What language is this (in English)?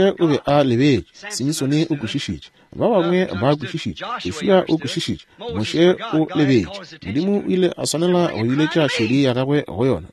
Northern Sotho